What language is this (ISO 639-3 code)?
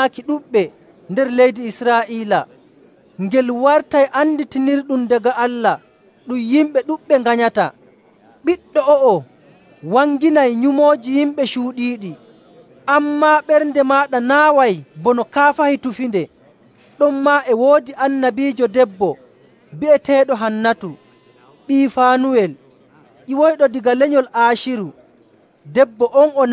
fuv